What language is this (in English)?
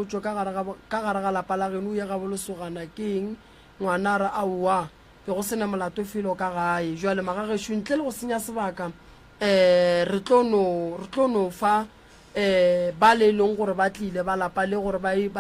Northern Sotho